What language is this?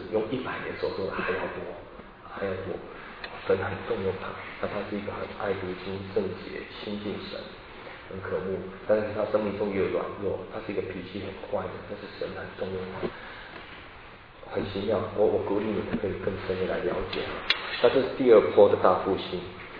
Chinese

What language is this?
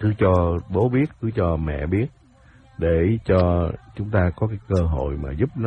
Vietnamese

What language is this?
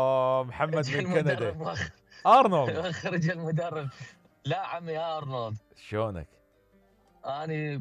Mesopotamian Arabic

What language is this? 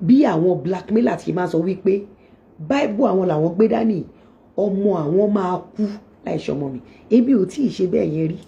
Yoruba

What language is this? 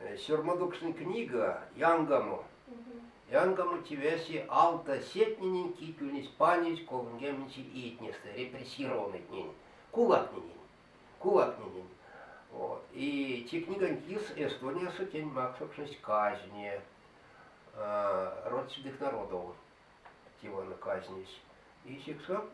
Erzya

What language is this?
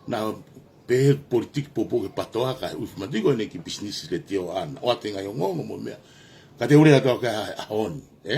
Tongan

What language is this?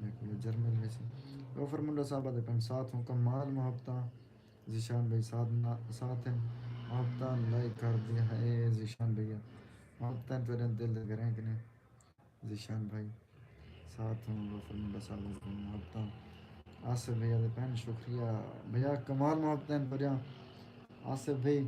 Saraiki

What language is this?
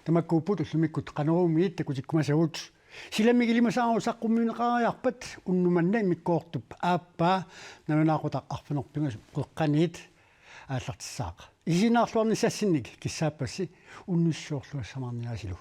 Kalaallisut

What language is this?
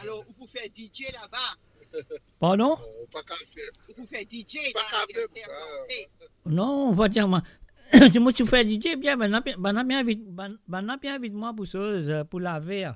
Morisyen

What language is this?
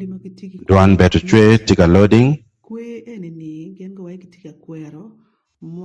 Acoli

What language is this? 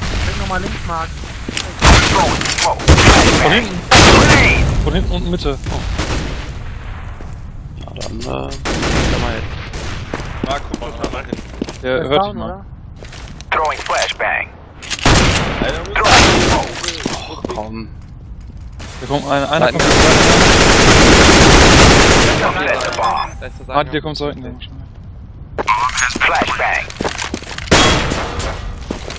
German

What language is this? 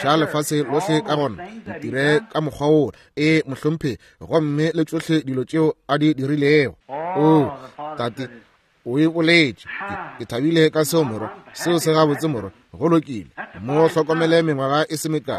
Northern Sotho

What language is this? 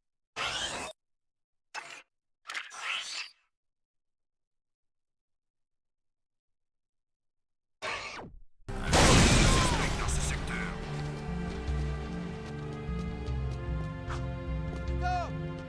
French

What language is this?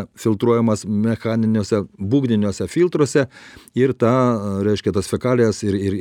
Lithuanian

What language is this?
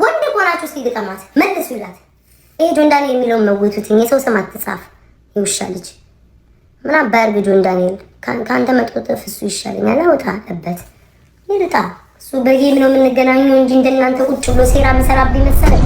Amharic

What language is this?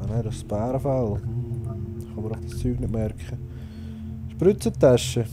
Swiss German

